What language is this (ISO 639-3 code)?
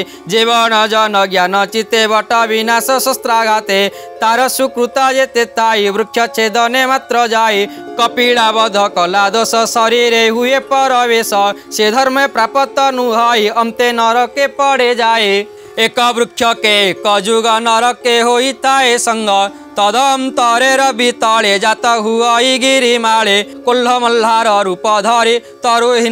ori